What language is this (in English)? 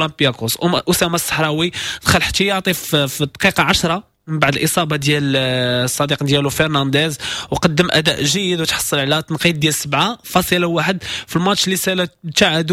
Moroccan Arabic